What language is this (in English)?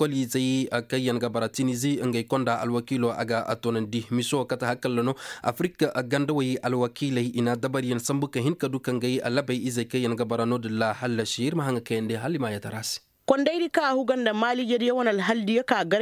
Koyraboro Senni